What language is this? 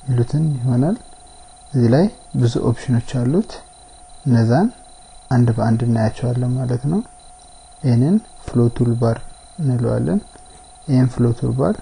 Amharic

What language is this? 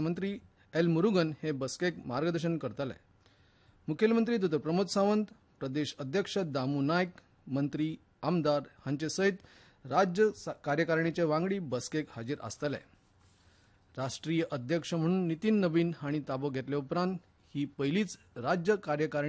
Konkani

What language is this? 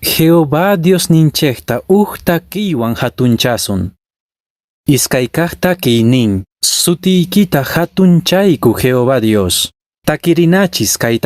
Quechua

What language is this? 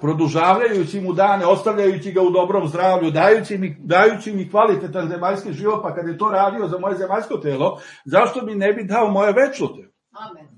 Serbian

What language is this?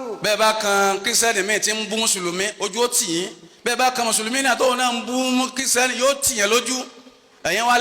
Yoruba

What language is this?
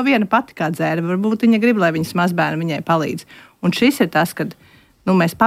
Latvian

